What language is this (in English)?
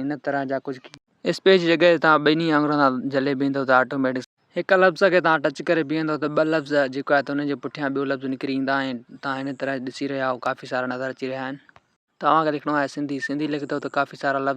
Sindhi